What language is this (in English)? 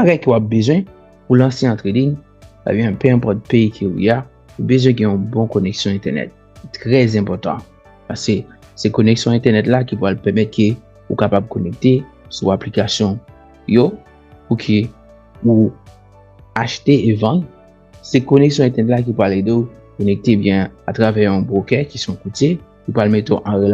Haitian Creole